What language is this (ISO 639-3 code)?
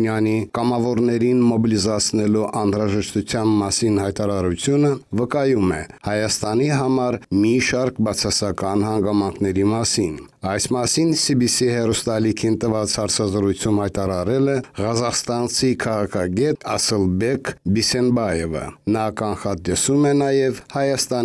hye